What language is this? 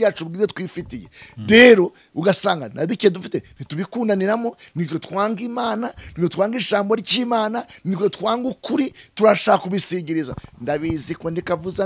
Kinyarwanda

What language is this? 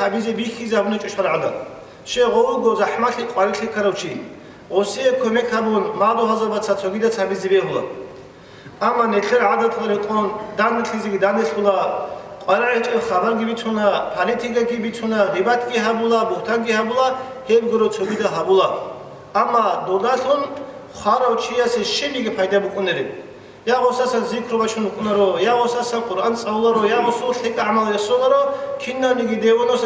Avaric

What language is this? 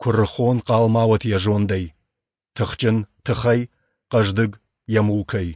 Ossetic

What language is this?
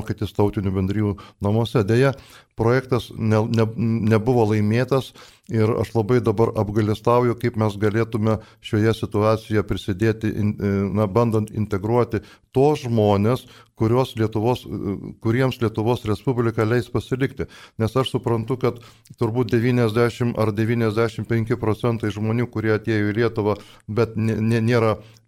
Lithuanian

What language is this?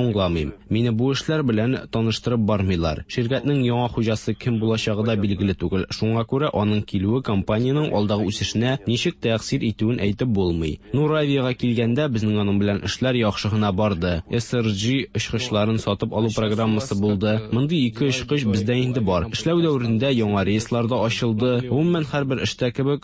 Tatar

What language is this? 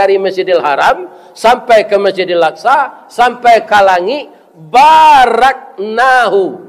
Minangkabau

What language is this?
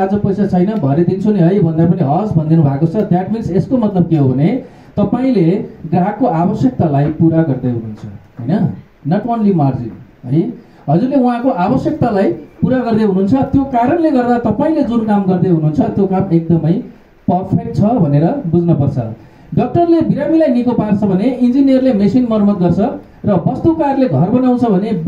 Nepali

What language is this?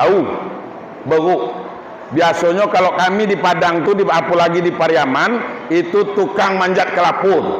Minangkabau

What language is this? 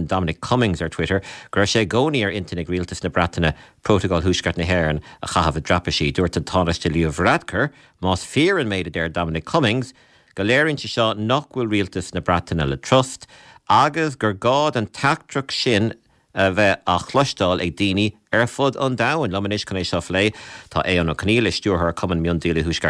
Irish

